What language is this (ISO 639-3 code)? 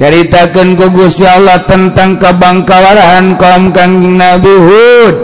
sun